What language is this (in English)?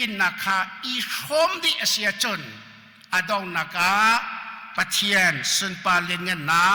Hakha Chin